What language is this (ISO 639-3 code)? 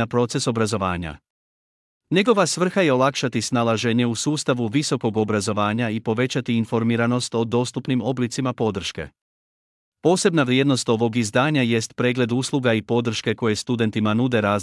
hrv